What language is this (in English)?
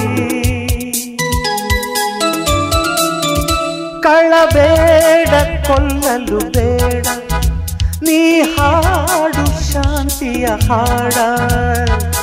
Kannada